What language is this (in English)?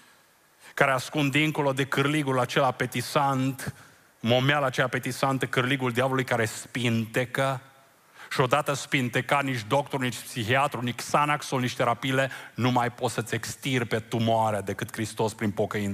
Romanian